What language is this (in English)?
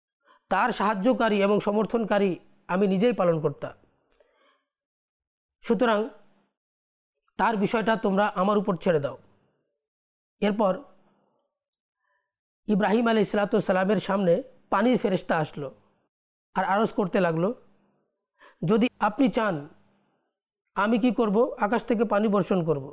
Bangla